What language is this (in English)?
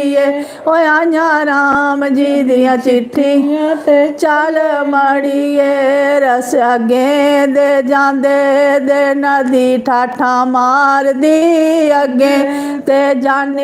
Dogri